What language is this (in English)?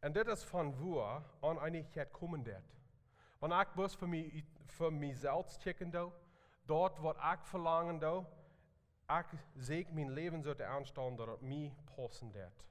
Plautdietsch